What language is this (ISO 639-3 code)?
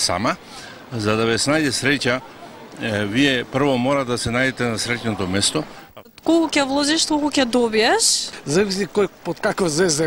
mkd